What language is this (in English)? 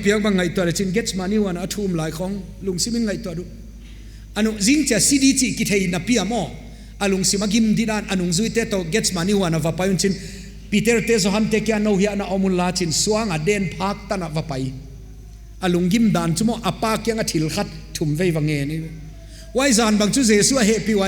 Paite Chin